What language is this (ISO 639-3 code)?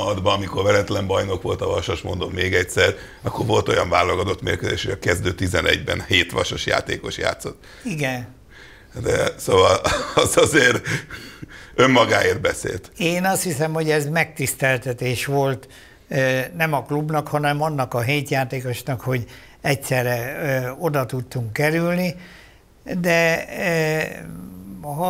hun